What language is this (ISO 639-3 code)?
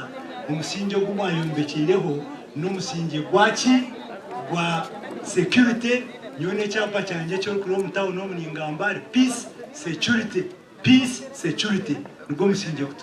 nyn